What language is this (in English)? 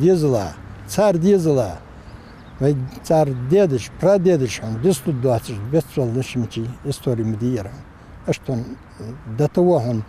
Ingush